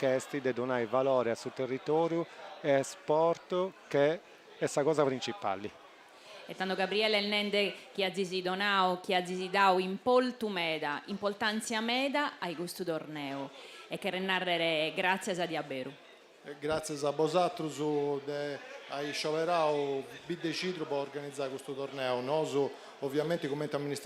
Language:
Sardinian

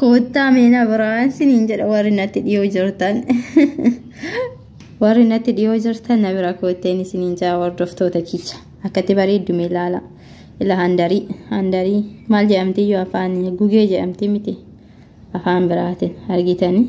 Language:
Oromo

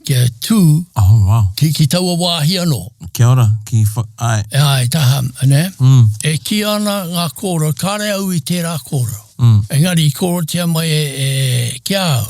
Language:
Māori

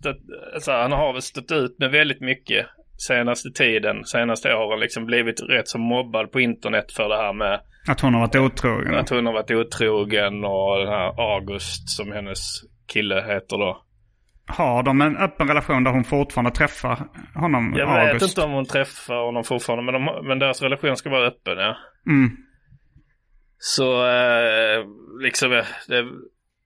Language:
Swedish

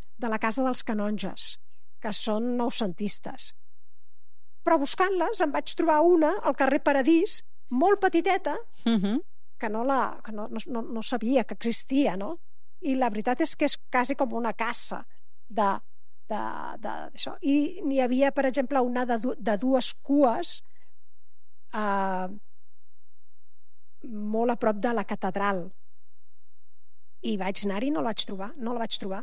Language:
Catalan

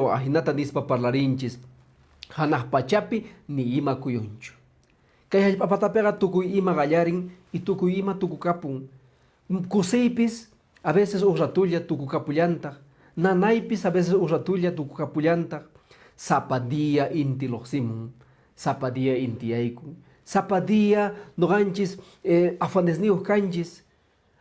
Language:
Quechua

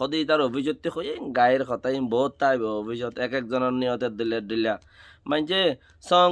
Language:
Rohingya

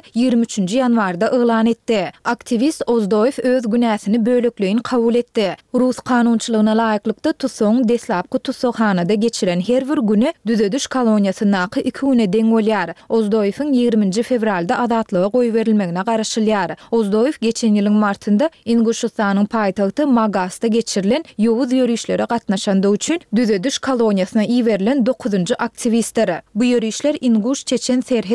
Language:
Turkmen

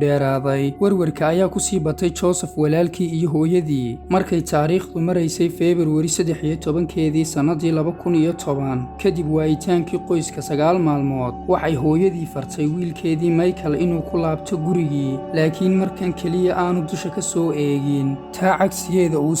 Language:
Somali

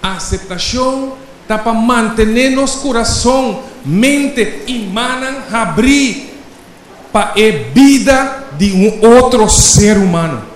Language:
Papiamento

